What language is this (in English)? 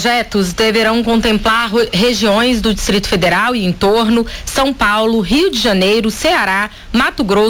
Portuguese